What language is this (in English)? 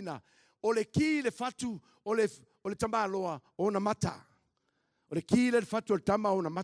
Samoan